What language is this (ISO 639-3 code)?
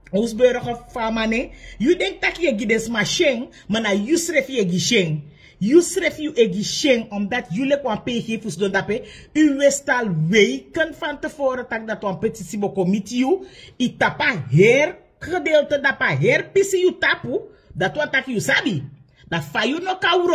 srn